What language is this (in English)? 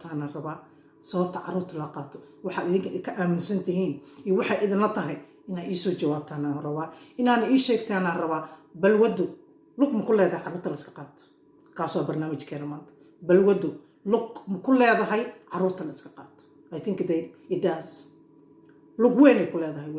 Somali